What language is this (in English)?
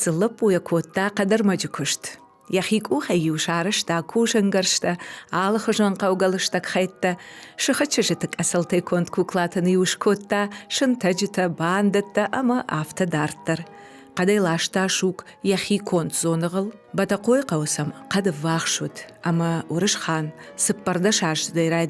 Ossetic